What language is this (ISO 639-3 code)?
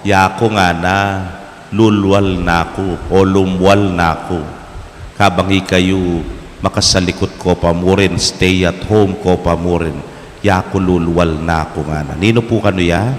pam